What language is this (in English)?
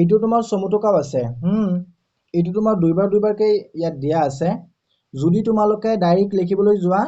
Assamese